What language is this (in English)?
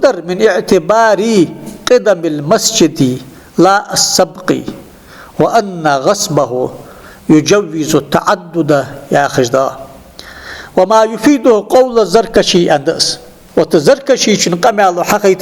Ingush